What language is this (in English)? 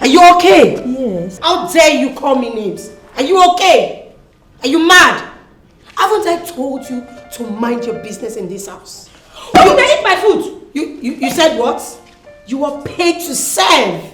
Nigerian Pidgin